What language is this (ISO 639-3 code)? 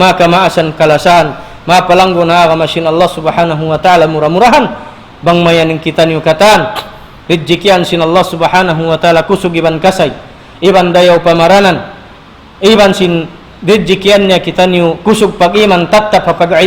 tsg